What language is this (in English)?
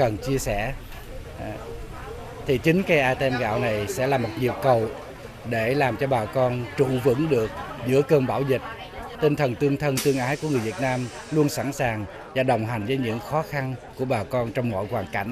Vietnamese